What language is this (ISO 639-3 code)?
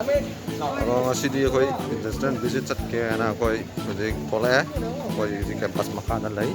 mni